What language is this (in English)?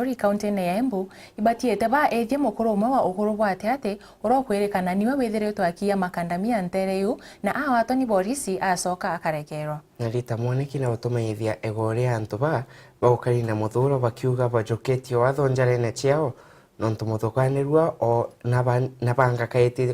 Meru